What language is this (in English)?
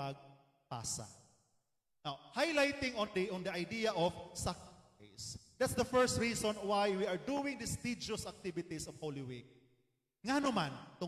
Cebuano